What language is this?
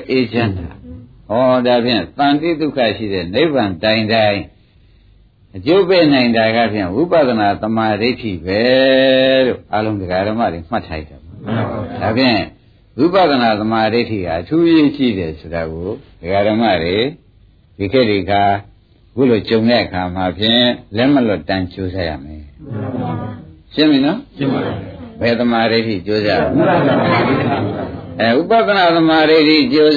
Burmese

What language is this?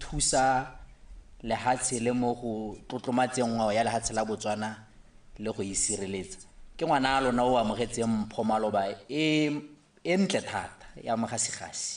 Tswana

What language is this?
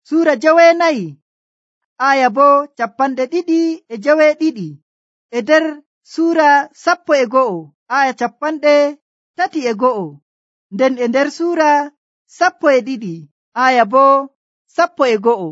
Nigerian Fulfulde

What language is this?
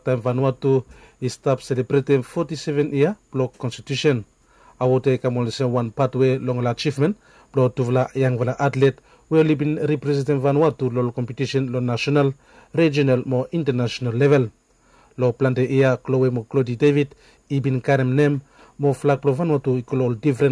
Bislama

